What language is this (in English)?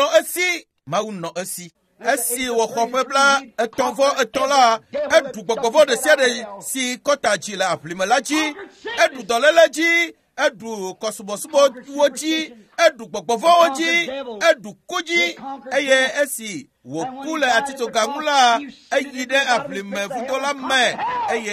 Ewe